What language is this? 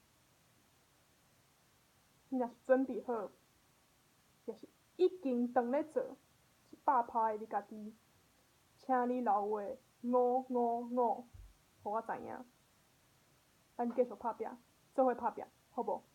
Min Nan Chinese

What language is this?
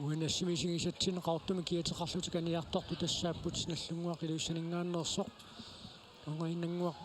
Kalaallisut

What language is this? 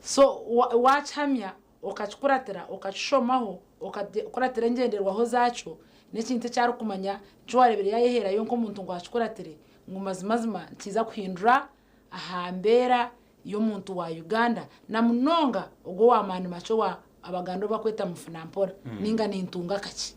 Nyankole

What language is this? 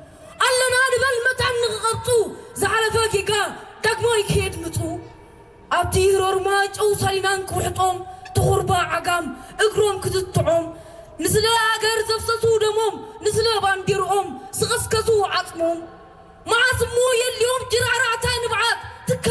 Tigrinya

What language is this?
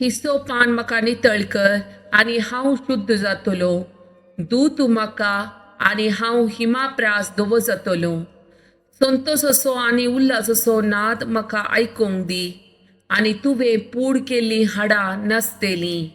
Konkani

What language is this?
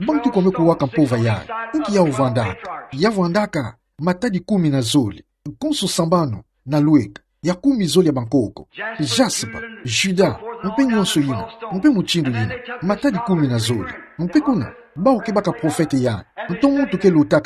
Kituba (Democratic Republic of Congo)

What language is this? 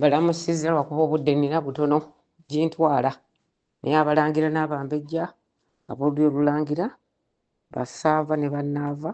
Ganda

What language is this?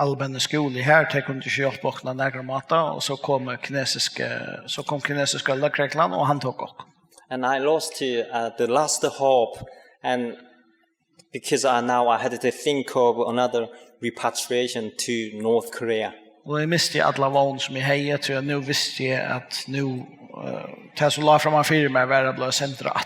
Faroese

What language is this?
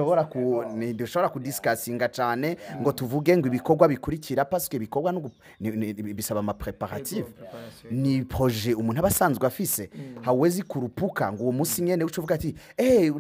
Rundi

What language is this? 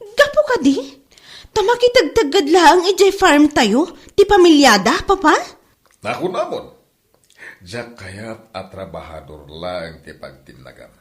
Iloko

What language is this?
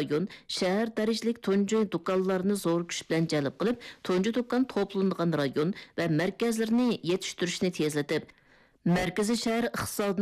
Uyghur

